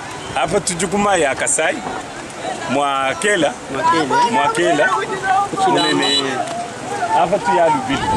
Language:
Luba-Lulua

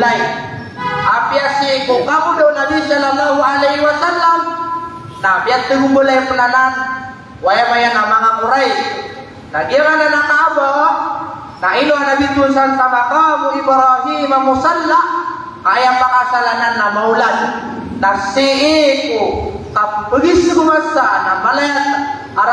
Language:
Maranao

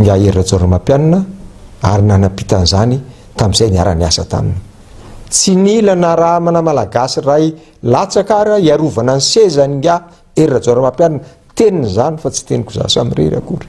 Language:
Malagasy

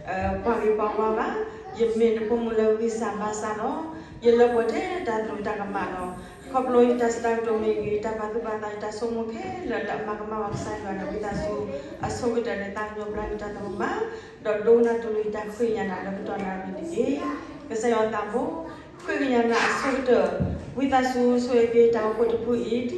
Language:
S'gaw Karen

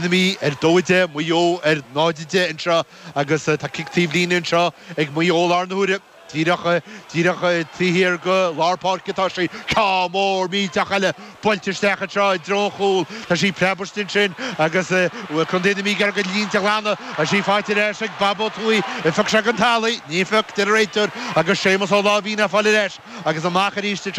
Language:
Irish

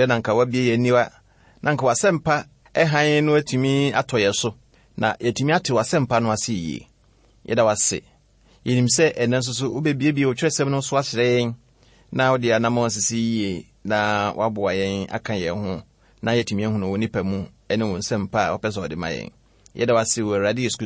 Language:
Akan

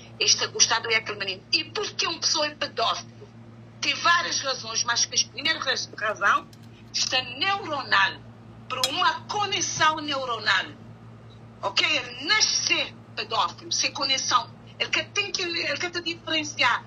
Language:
Kabuverdianu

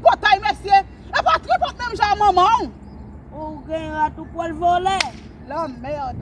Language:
Haitian Creole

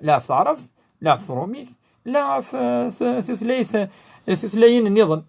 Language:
Kabyle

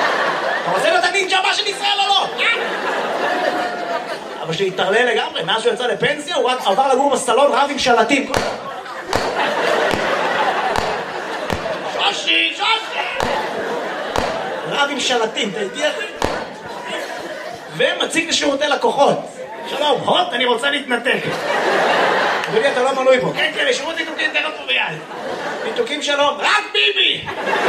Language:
Hebrew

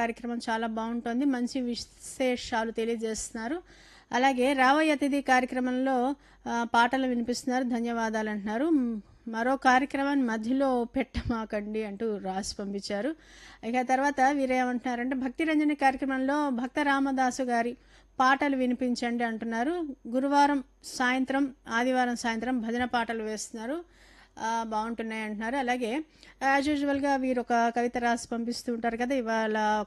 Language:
Telugu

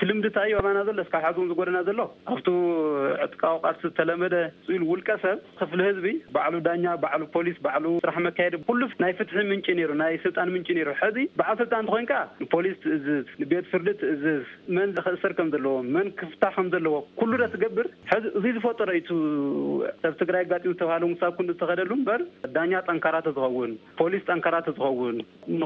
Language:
Tigrinya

